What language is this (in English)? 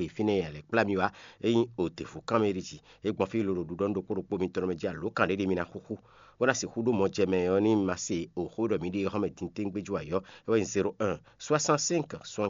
Fon